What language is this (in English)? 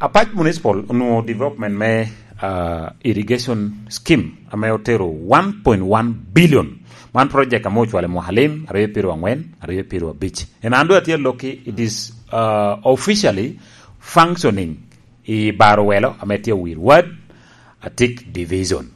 Lango (Uganda)